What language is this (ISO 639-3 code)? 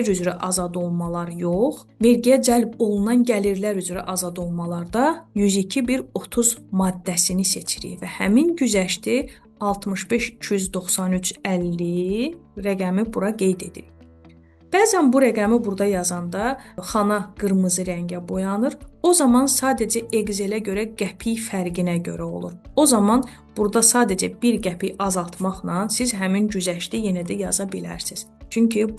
aze